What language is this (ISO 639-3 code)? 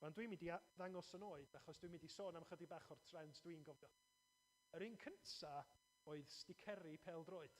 cym